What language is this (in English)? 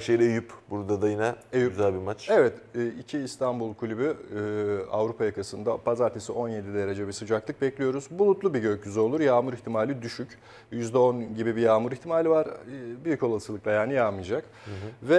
Turkish